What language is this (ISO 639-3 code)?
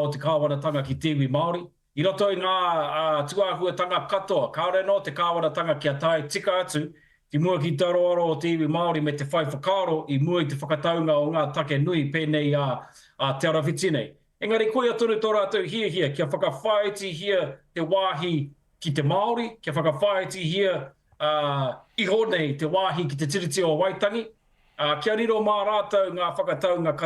mri